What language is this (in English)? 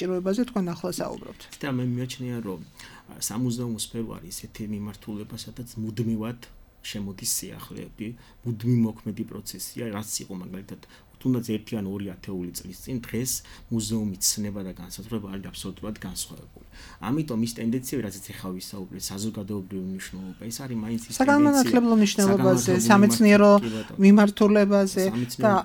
Georgian